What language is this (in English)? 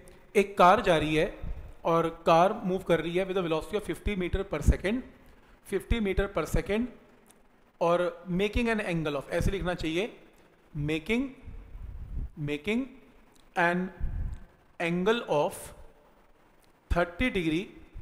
Hindi